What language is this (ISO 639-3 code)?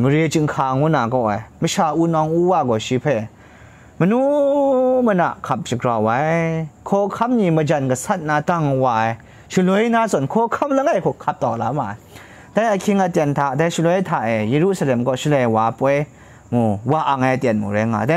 kac